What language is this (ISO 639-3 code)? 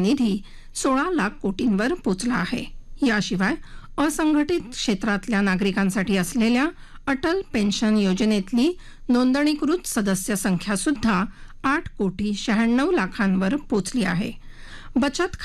mar